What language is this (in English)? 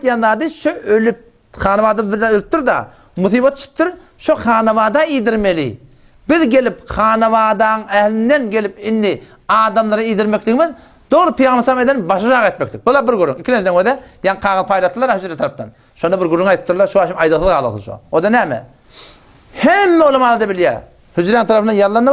Turkmen